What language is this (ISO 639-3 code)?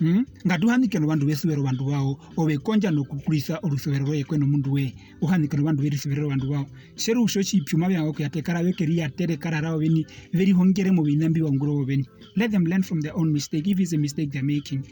her